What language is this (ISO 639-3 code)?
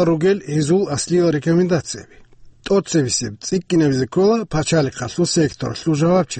ava